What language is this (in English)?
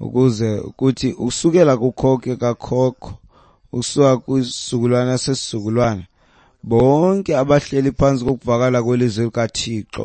Xhosa